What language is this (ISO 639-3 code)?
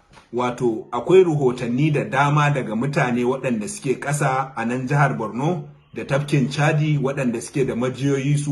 hau